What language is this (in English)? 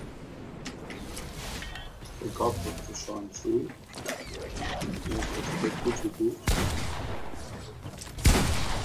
Hungarian